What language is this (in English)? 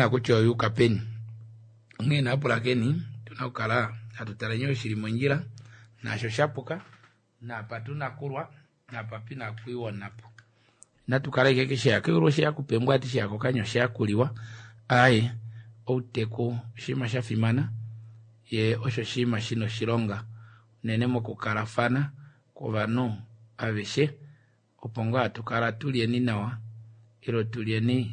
Kuanyama